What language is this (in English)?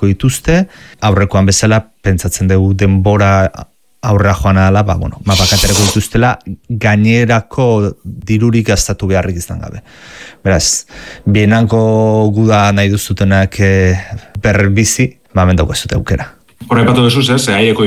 Basque